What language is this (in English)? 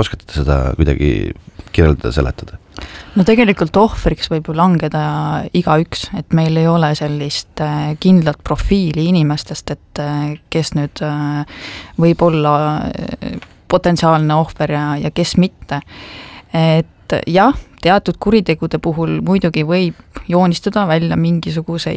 Estonian